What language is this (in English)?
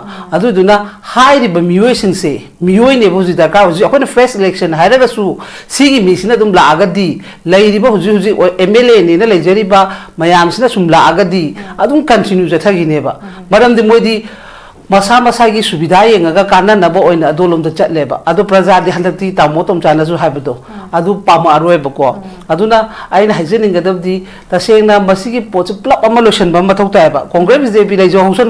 Manipuri